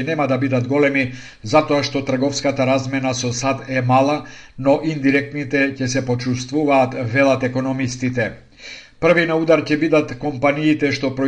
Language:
Macedonian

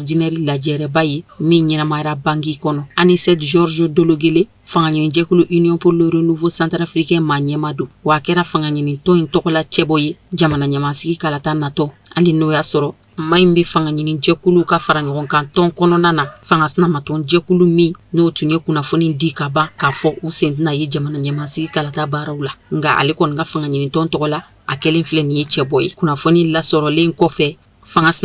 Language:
Bambara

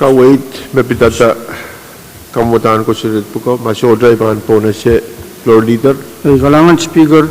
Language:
Pohnpeian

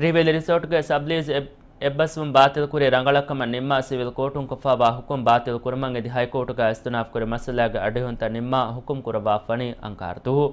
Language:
Divehi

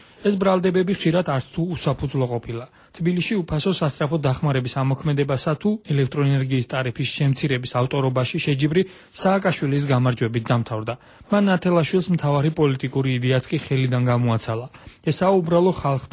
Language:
Georgian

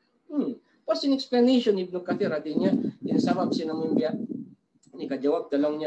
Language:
Tausug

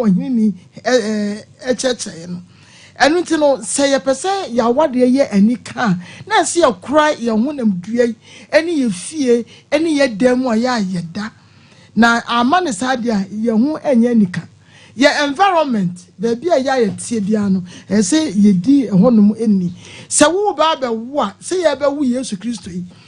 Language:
Akan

